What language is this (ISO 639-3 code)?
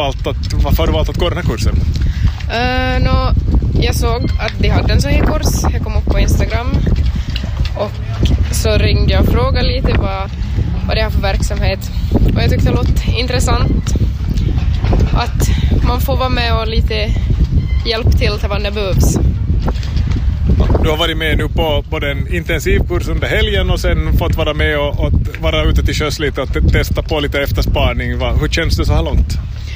swe